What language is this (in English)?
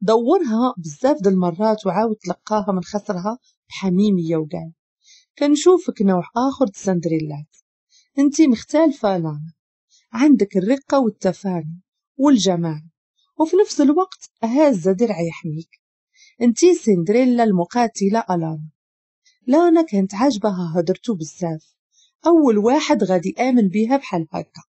Moroccan Arabic